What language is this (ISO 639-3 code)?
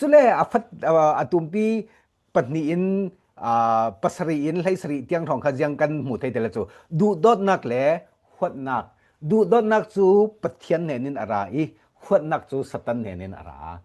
cfm